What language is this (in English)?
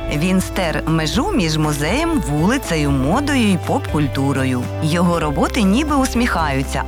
Ukrainian